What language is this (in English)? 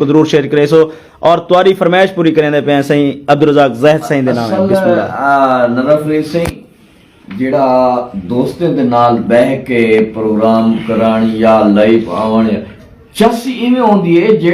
Saraiki